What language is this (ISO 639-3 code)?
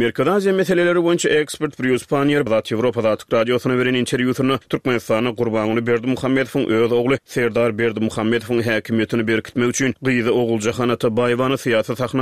tuk